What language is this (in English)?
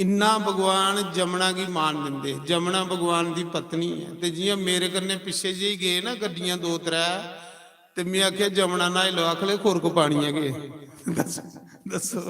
Dogri